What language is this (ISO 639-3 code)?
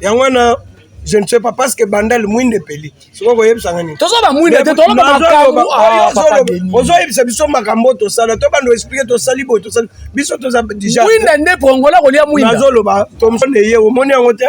lin